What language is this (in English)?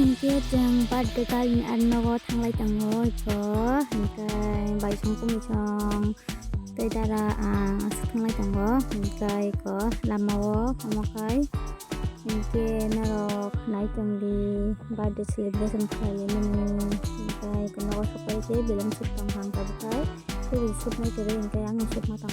Kok Borok